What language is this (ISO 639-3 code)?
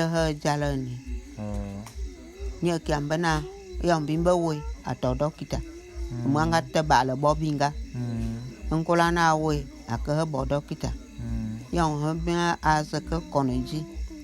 bum